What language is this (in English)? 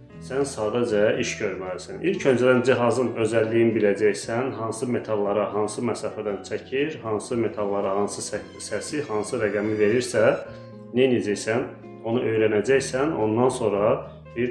Azerbaijani